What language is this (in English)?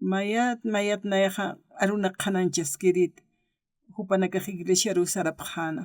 Aymara